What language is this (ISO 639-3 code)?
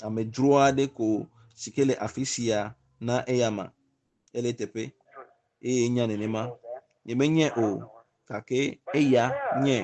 ewe